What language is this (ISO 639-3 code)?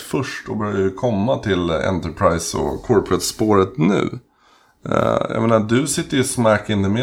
swe